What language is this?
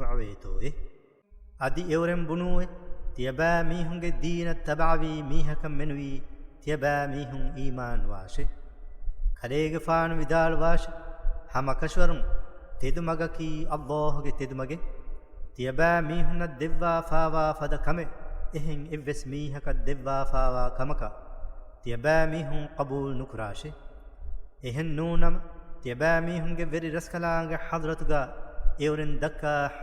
Divehi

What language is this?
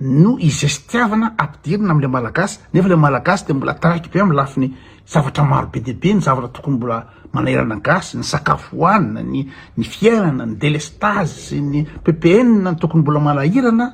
Malagasy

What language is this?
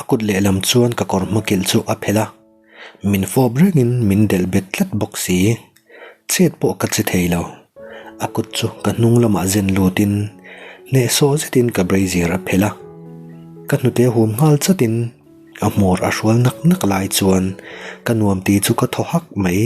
Mizo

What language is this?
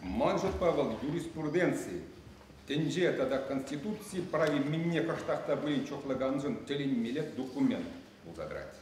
Chuvash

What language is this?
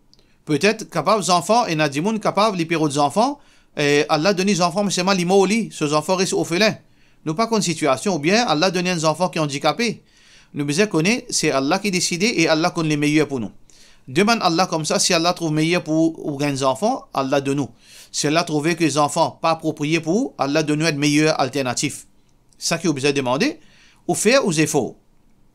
Morisyen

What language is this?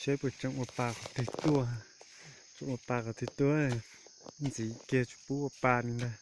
Hmong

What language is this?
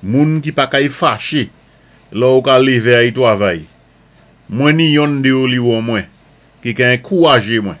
Saint Lucian Creole French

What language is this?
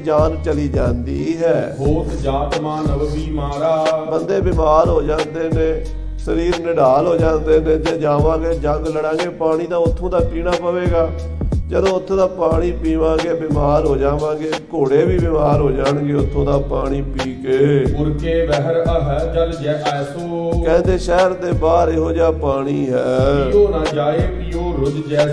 Punjabi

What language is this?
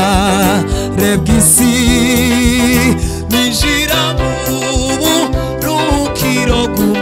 Kinyarwanda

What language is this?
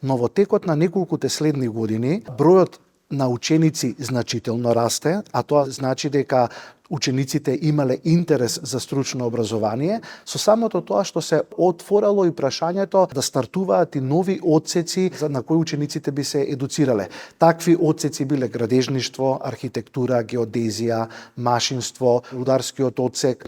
Macedonian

